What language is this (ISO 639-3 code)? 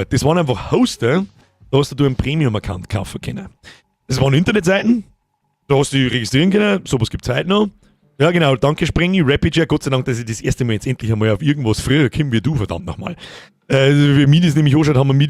bar